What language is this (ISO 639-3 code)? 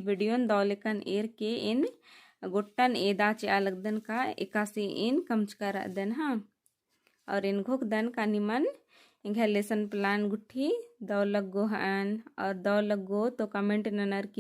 kru